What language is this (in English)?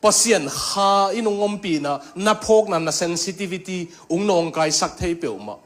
Tedim Chin